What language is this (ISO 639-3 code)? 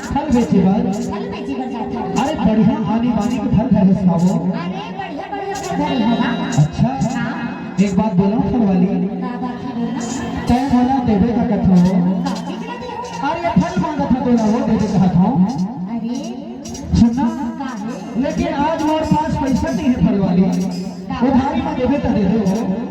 hne